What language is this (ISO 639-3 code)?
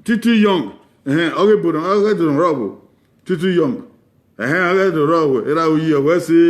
bin